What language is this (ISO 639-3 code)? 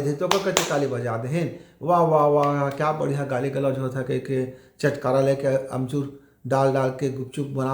hne